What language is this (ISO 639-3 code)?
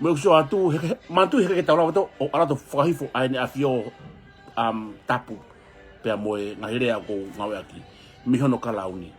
ton